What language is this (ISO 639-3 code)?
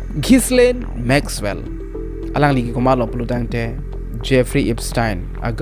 mjw